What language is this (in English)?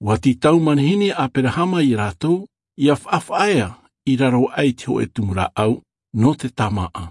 Tahitian